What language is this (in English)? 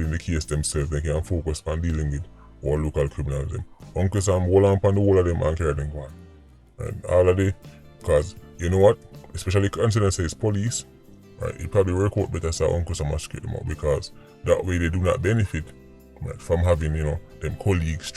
Jamaican Creole English